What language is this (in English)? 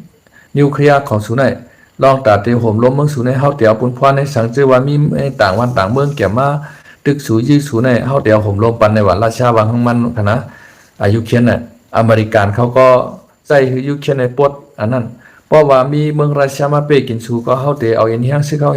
Shan